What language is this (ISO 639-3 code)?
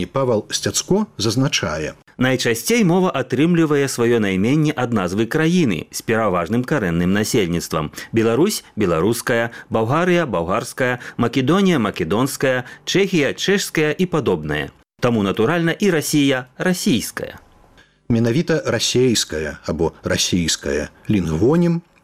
bel